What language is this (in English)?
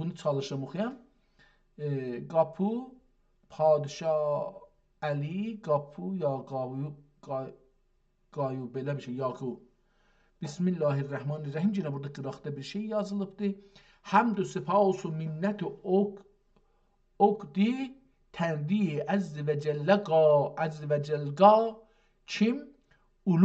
South Azerbaijani